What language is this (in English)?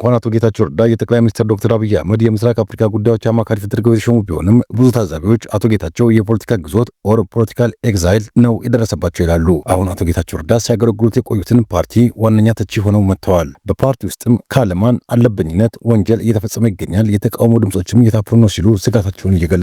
Amharic